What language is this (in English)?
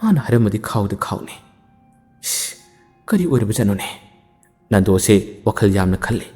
Manipuri